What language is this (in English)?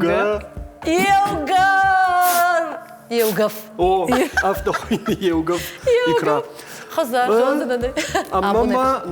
Ossetic